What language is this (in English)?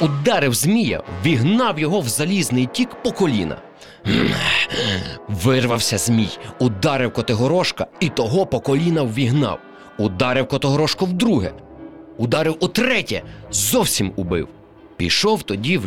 Ukrainian